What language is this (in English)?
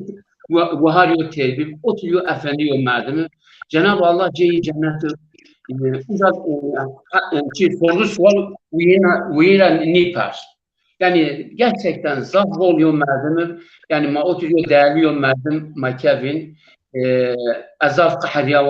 Zaza